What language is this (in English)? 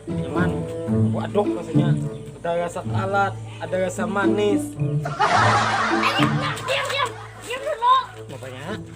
Banjar